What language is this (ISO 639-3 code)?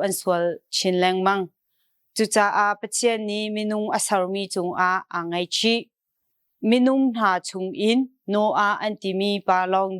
cnh